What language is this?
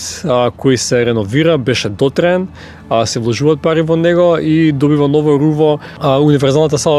Macedonian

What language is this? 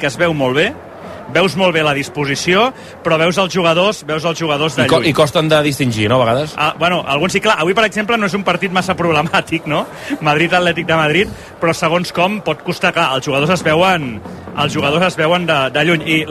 Catalan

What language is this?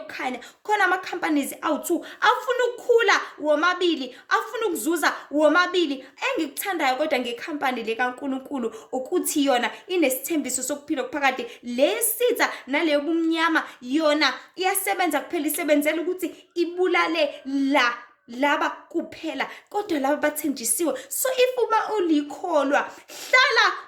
Zulu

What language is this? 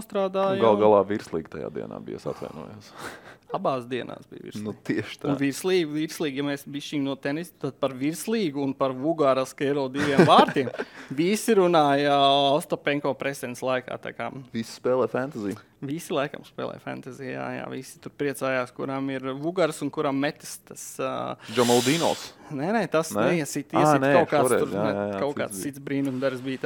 Latvian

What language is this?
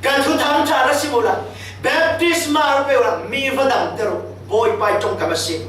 Falam Chin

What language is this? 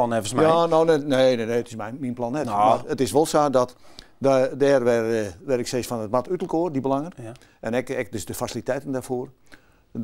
Western Frisian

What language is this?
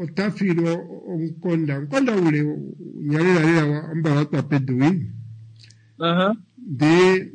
Kuanyama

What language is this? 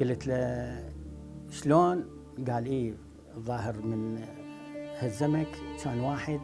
Mesopotamian Arabic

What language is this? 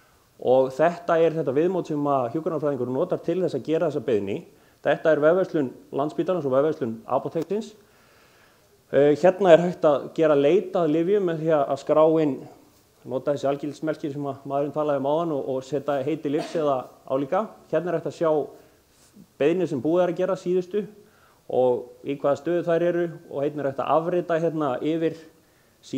Icelandic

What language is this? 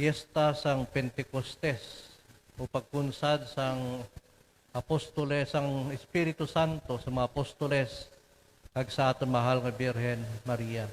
Hiligaynon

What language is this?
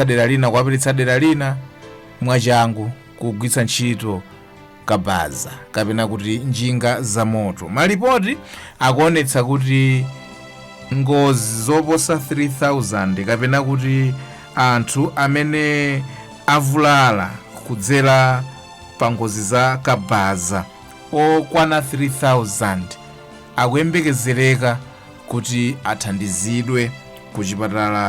Nyanja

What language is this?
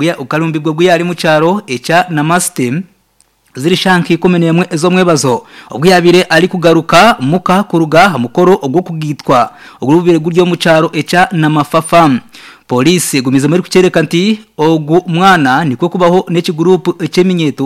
Nyankole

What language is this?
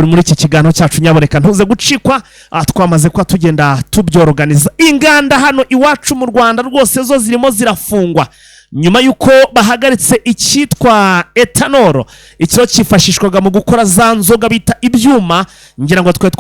Kinyarwanda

